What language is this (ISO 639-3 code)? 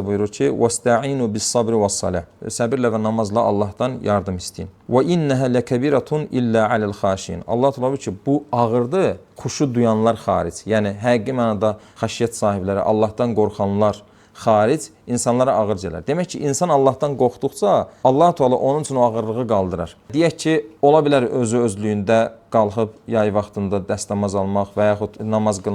aze